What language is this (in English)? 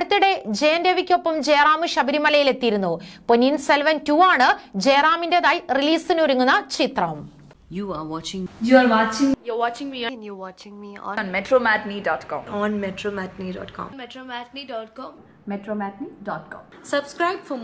Malayalam